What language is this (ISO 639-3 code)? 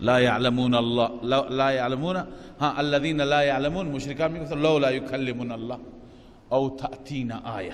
fas